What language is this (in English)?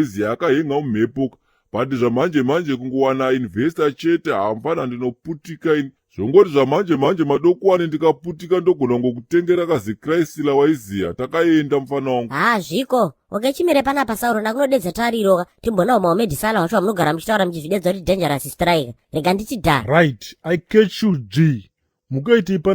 Shona